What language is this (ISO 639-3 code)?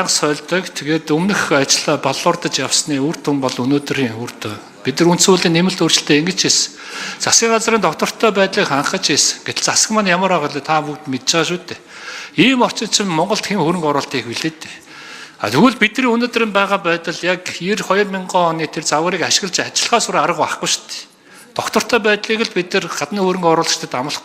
mon